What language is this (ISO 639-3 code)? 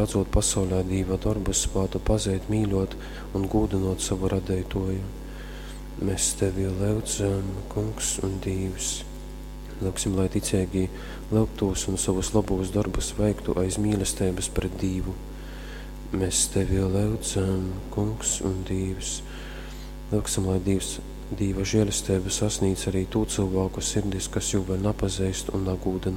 ltg